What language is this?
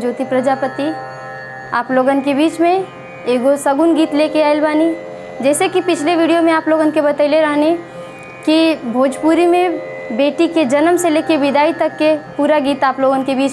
Bhojpuri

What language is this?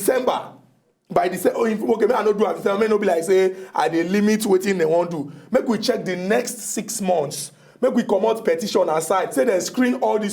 Nigerian Pidgin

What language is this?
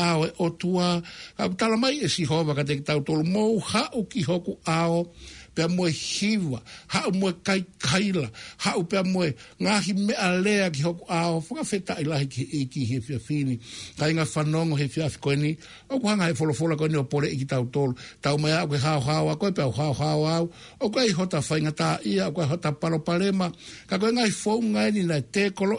Tongan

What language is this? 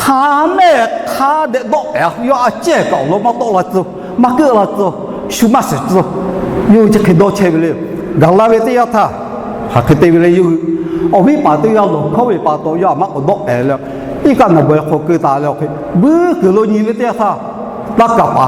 Lahu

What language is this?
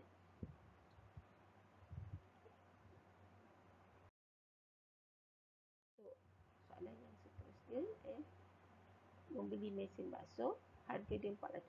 Malay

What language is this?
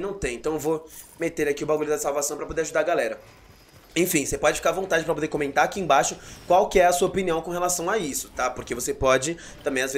Portuguese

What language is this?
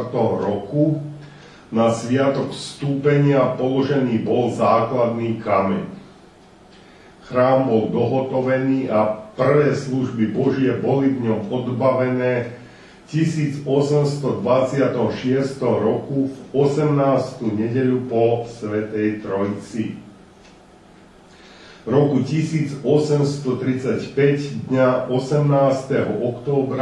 Slovak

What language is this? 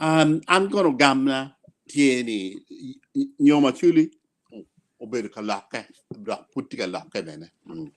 Acoli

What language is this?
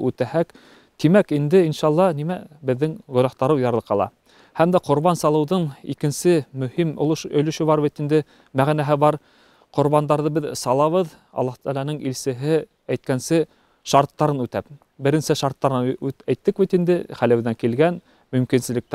Bashkir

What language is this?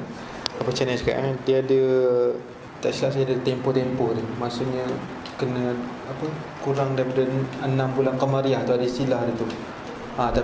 Malay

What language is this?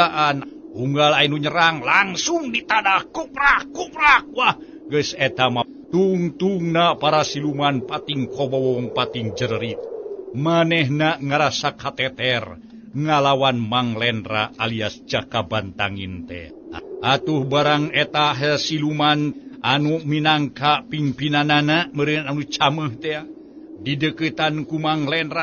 Sundanese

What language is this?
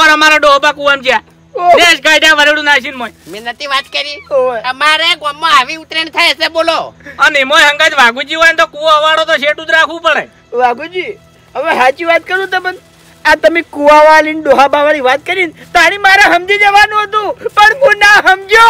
Gujarati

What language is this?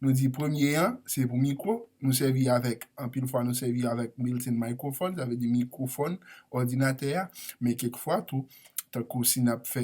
Haitian Creole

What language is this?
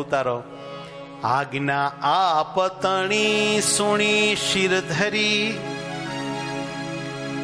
Gujarati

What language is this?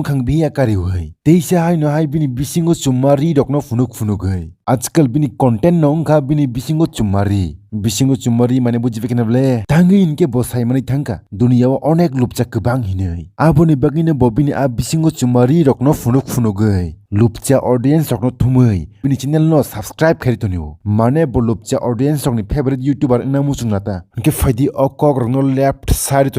Kok Borok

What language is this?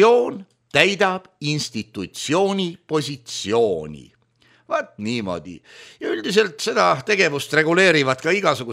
Estonian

